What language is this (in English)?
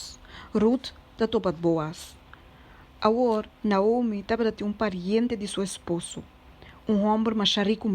Papiamento